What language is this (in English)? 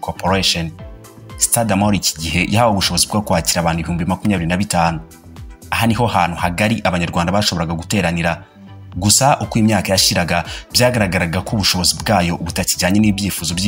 Kinyarwanda